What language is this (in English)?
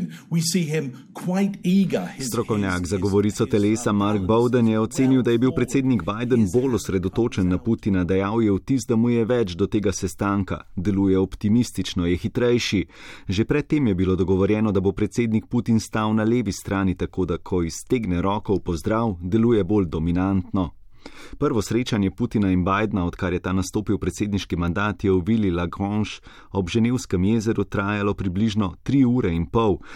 Slovenian